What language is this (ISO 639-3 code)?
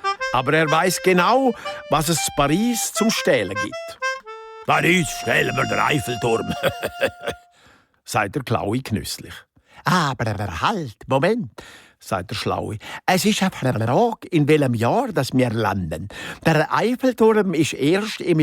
gsw